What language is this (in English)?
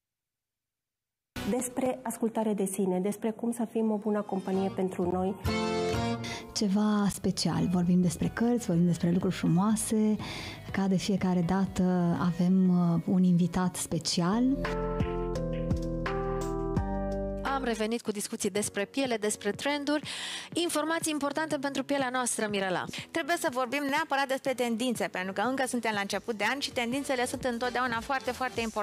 Romanian